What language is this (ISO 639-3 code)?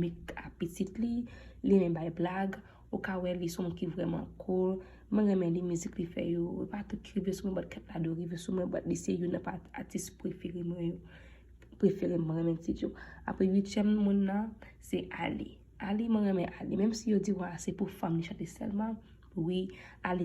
hat